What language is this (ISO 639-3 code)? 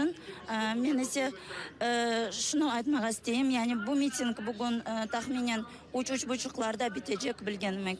crh